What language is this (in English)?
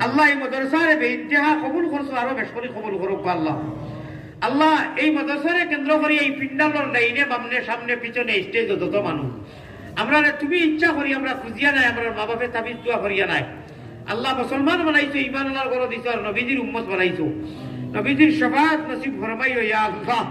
Sylheti